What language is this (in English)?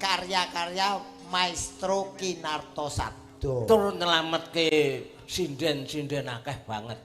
Javanese